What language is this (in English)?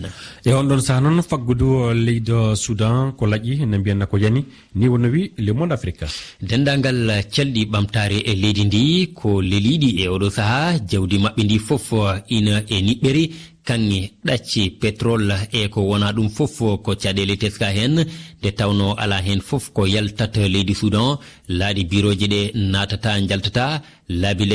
Fula